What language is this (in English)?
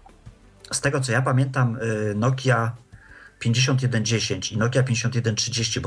Polish